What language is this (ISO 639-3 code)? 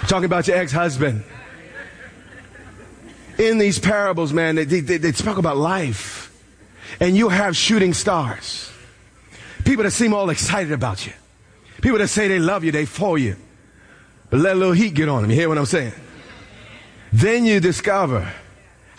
eng